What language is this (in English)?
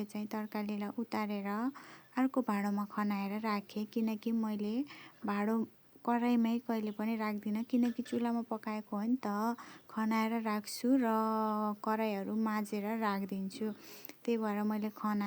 Nepali